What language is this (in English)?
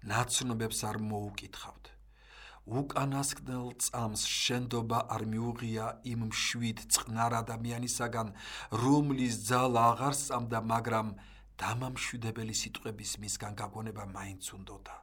Georgian